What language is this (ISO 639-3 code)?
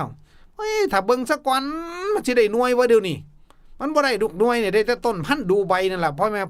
tts